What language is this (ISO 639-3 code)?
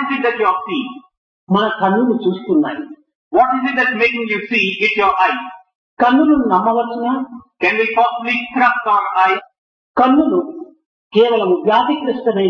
tel